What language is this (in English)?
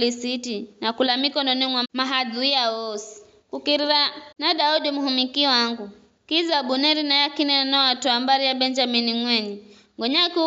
Giryama